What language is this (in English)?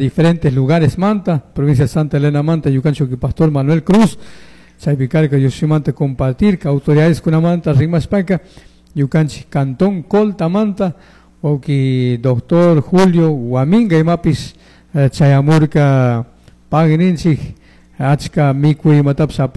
Chimborazo Highland Quichua